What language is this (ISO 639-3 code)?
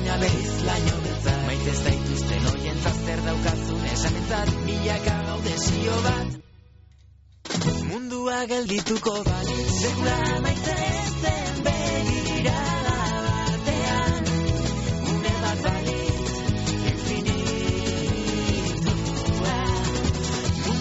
eus